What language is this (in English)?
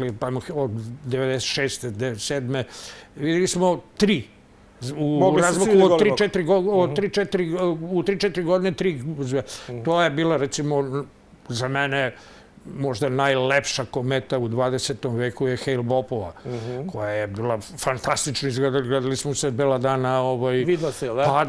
Serbian